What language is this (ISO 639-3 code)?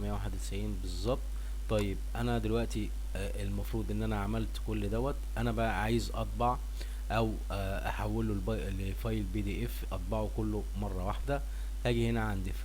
arz